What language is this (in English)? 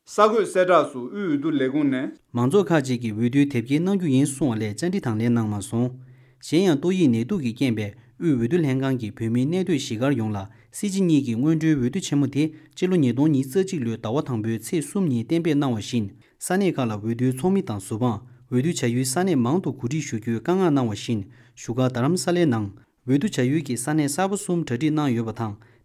Tibetan